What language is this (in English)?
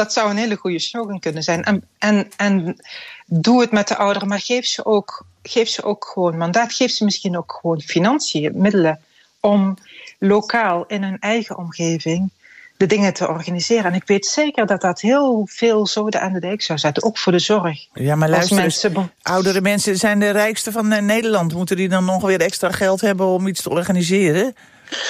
Dutch